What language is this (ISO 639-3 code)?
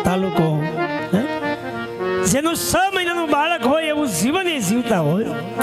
guj